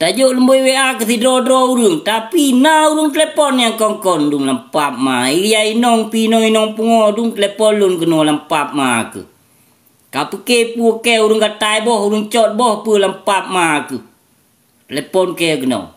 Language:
Achinese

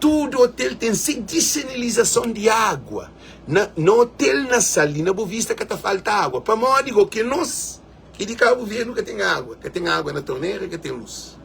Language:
Kabuverdianu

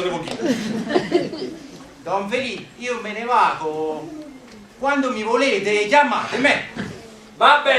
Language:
Neapolitan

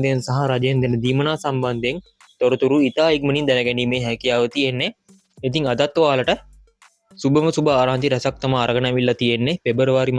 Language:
Sinhala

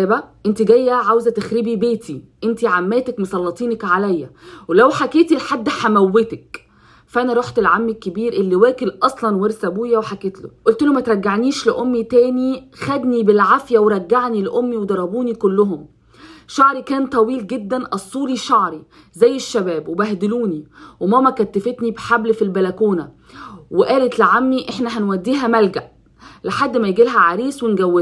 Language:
Egyptian Arabic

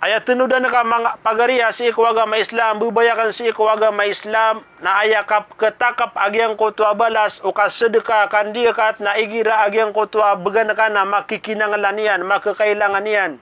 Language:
Maranao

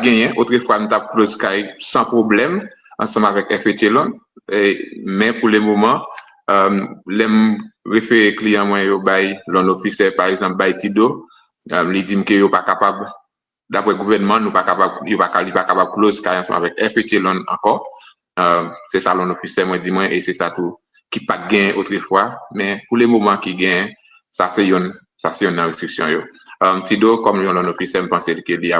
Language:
Haitian Creole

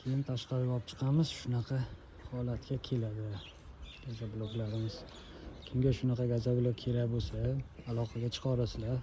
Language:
Uzbek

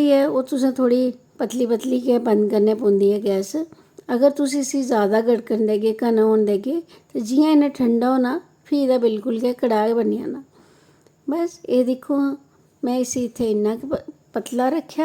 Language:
Dogri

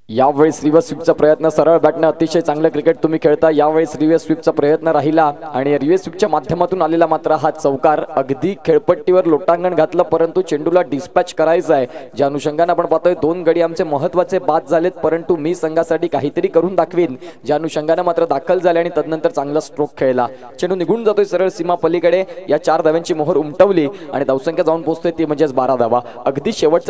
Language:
Marathi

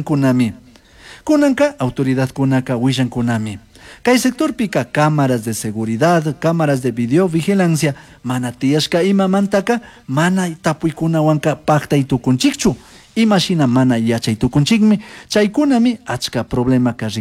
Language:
Chimborazo Highland Quichua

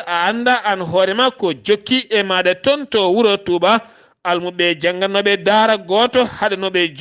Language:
Fula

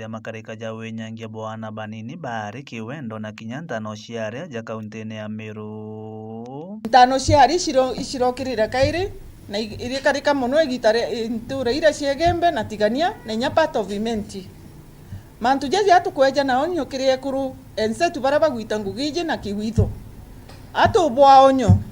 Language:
Meru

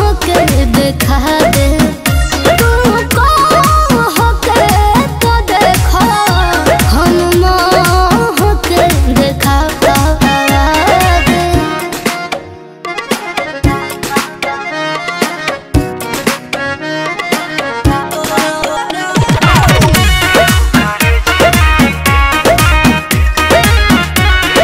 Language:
Bhojpuri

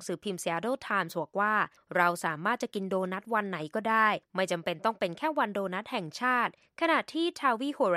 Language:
Thai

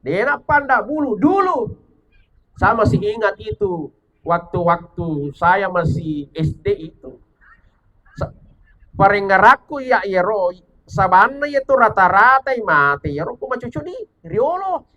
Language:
Buginese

